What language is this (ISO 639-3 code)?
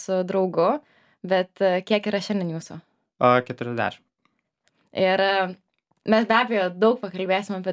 lit